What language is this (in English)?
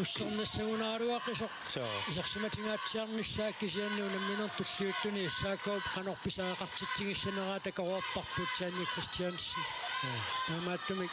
Kalaallisut